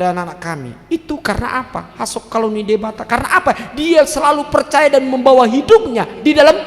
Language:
Batak Toba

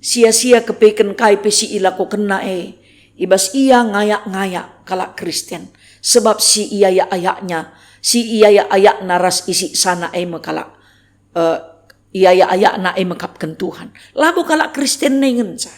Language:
Batak Karo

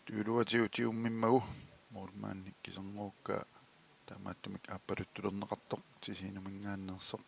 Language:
Kalaallisut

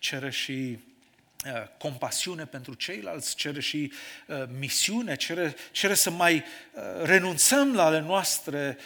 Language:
Romanian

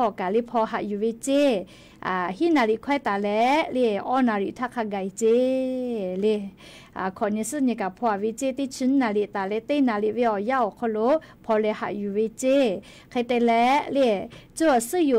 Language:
Lahu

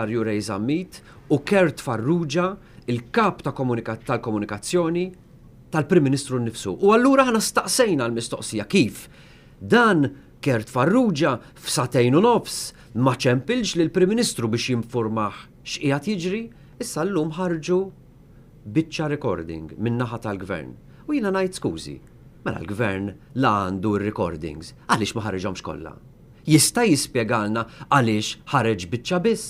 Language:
Maltese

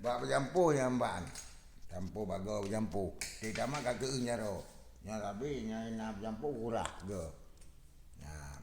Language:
Achinese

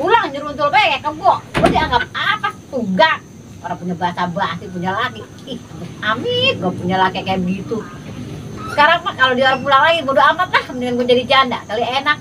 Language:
Betawi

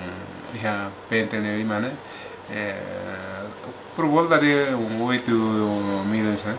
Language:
Tetum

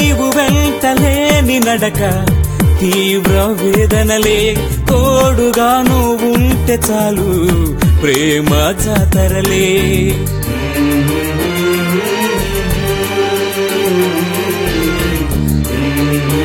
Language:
Telugu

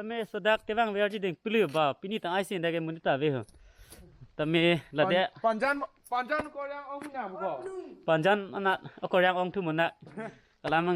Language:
Karbi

